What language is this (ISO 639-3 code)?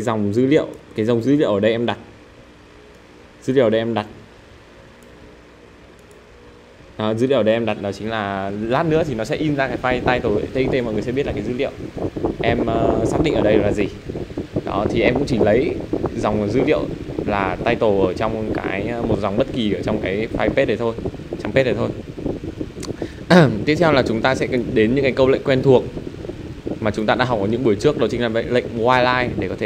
vie